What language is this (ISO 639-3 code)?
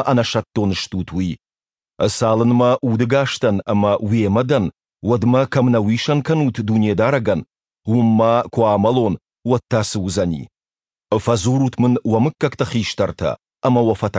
oss